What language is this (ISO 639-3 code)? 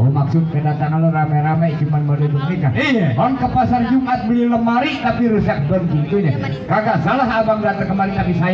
bew